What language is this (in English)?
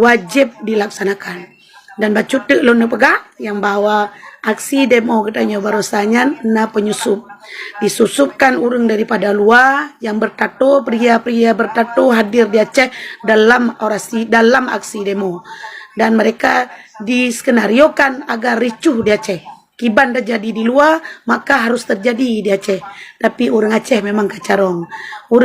Achinese